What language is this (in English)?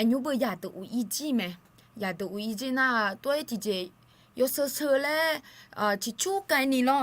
Akha